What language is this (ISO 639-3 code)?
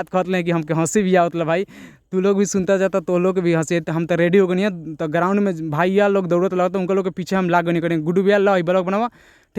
bho